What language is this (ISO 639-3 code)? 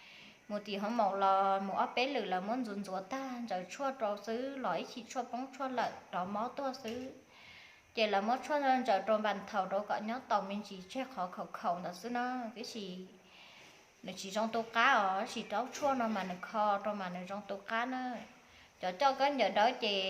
hmn